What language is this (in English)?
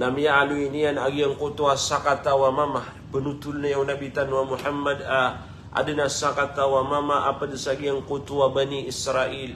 Maranao